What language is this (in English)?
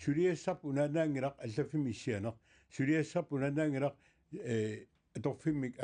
Kalaallisut